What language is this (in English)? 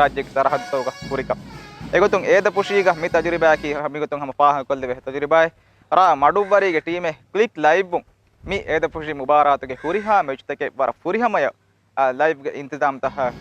Divehi